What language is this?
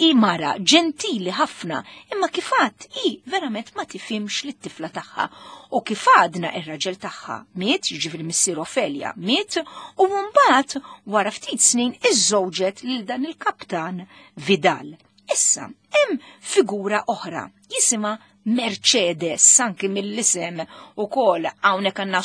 Maltese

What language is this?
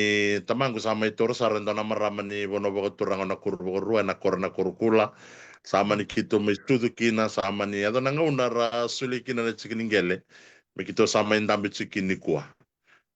Fijian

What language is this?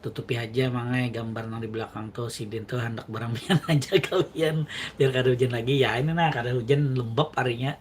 Banjar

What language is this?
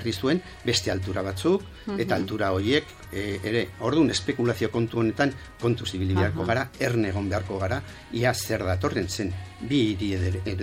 Basque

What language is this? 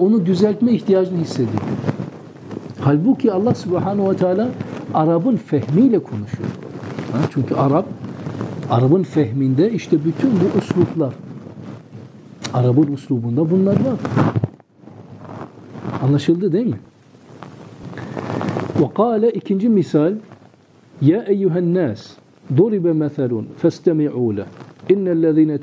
Turkish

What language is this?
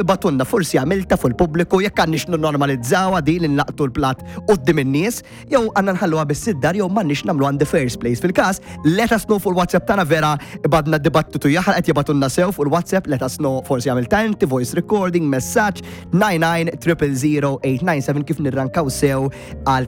Maltese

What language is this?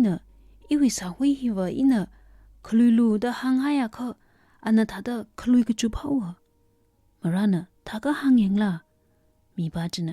Tangkhul Naga (India)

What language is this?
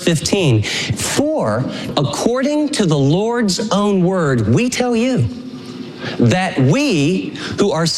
English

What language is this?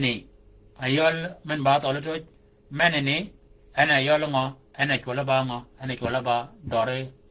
Shilluk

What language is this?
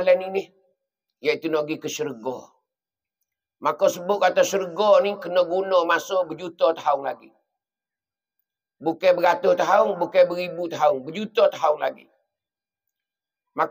Pattani Malay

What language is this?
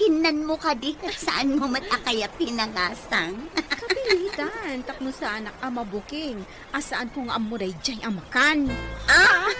Iloko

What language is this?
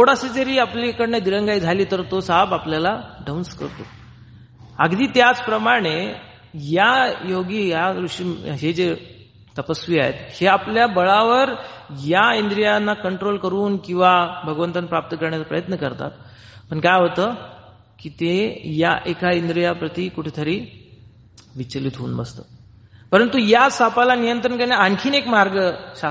Marathi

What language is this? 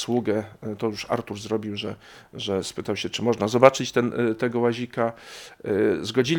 Polish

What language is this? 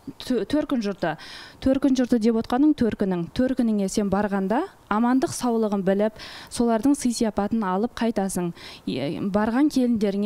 Kazakh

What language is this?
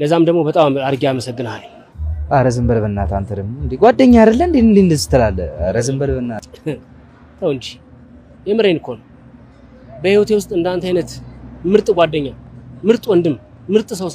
Amharic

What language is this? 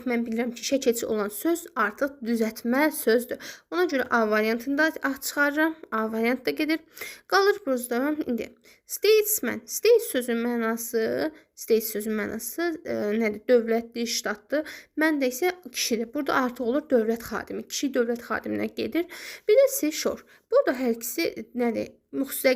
Azerbaijani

